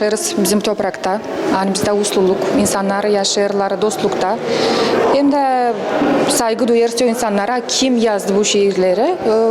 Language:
Gagauz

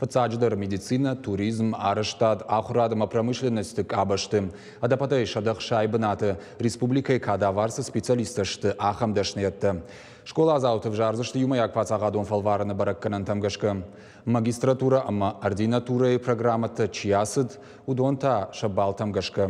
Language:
Ossetic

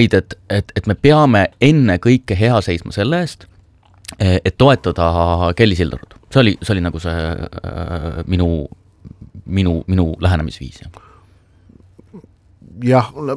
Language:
Estonian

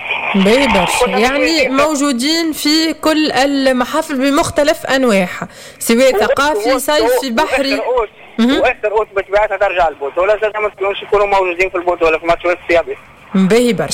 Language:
Tunisian Arabic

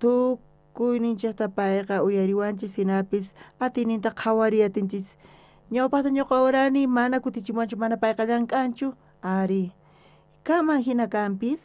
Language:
South Bolivian Quechua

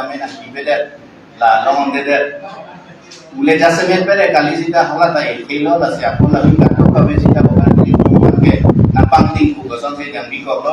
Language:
Karbi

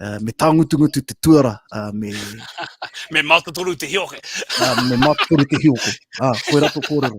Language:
Māori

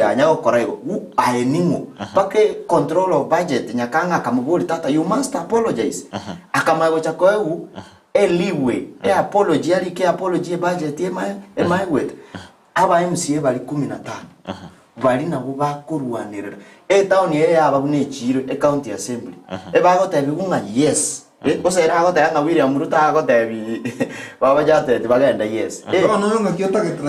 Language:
Gusii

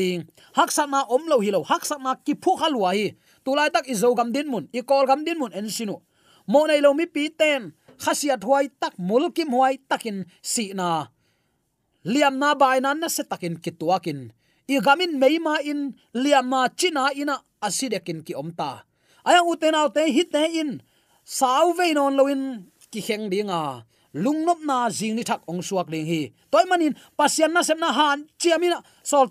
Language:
Tedim Chin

